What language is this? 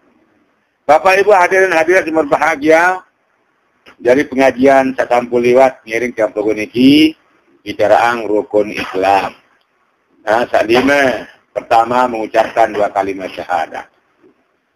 Sasak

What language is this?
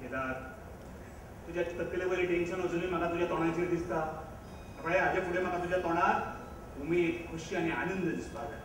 Konkani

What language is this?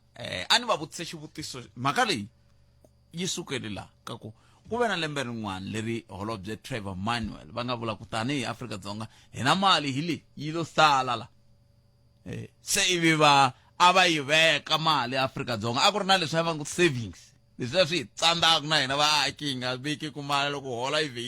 Tsonga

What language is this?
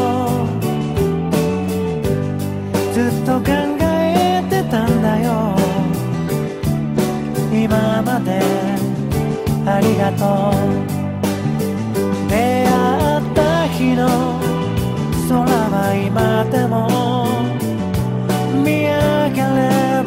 Japanese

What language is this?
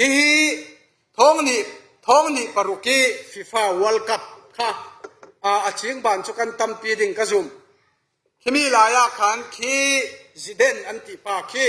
Falam Chin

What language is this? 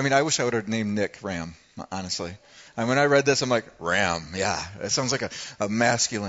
English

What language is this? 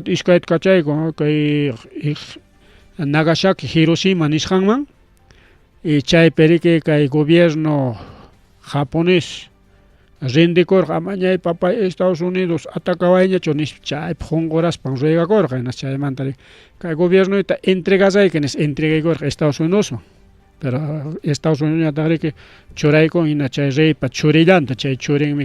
Ayacucho Quechua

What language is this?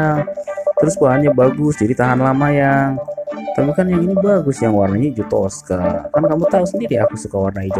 Indonesian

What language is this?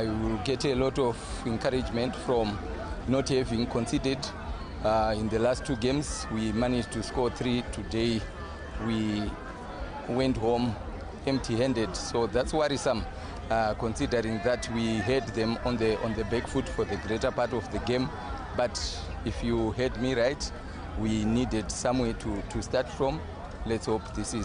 Tswana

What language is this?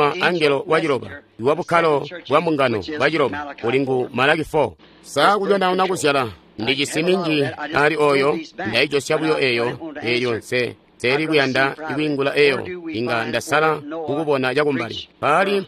Tonga (Zambia)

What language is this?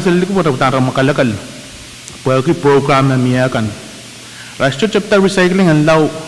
Pohnpeian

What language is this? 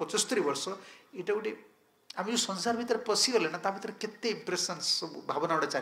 Odia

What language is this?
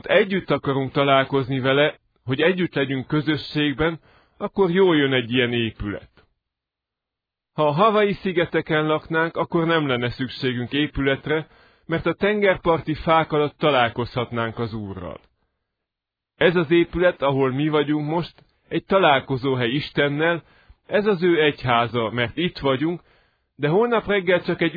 Hungarian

